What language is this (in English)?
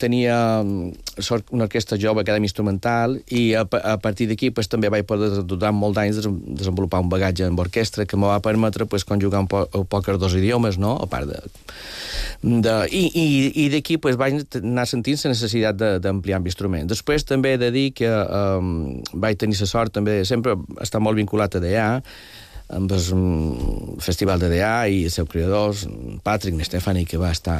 Catalan